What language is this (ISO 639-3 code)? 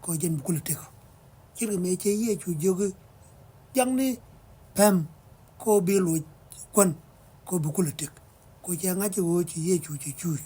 nus